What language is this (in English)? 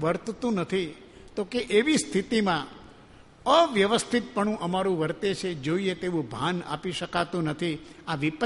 Gujarati